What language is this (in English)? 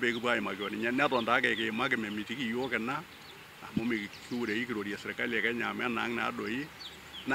Masai